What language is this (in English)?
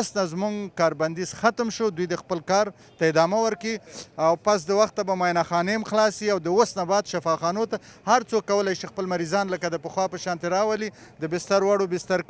Pashto